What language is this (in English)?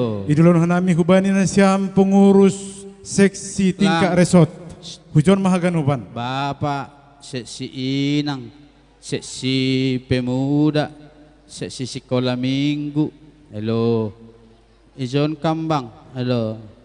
Batak Simalungun